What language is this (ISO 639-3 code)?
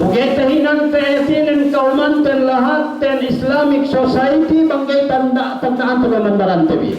yka